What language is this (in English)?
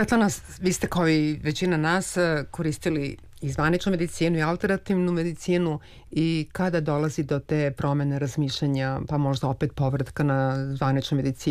Serbian